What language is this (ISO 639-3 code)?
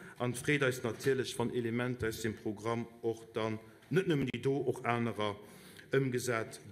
ltz